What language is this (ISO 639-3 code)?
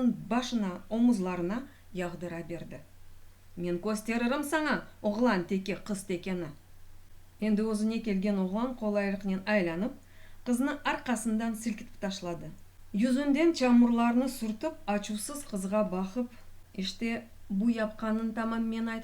crh